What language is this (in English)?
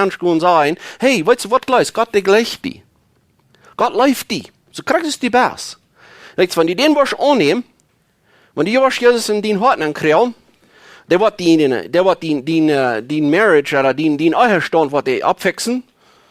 Plautdietsch